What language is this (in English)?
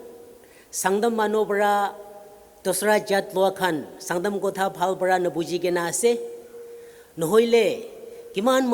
Naga Pidgin